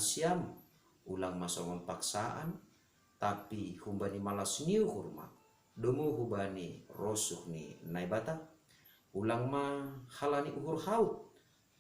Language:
Batak Simalungun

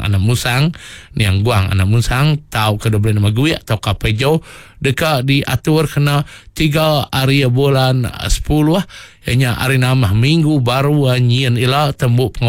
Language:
Iban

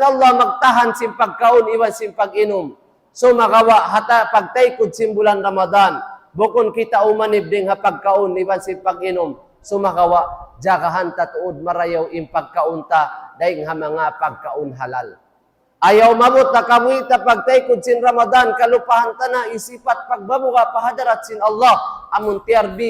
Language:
Tausug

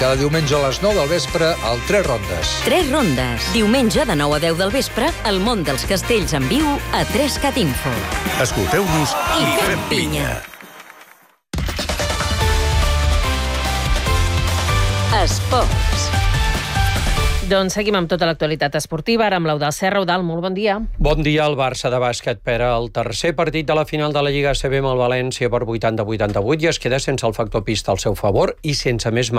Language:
Catalan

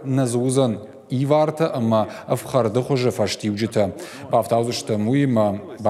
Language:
Ossetic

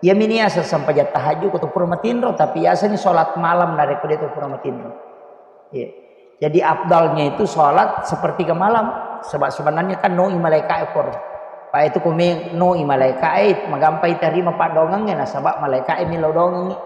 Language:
Buginese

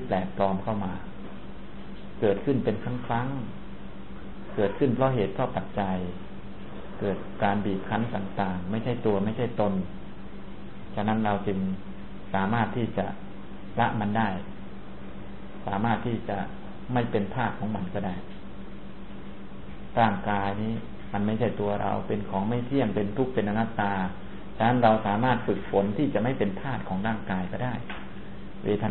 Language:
Thai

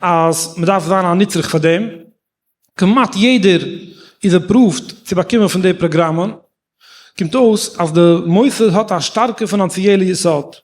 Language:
Yiddish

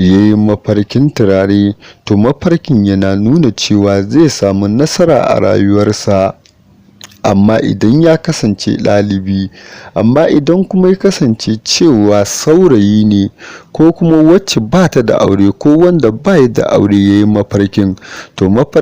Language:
Hausa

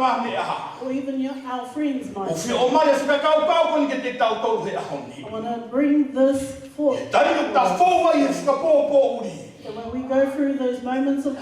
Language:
Tongan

